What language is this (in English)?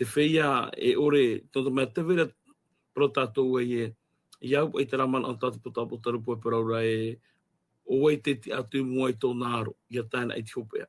Tahitian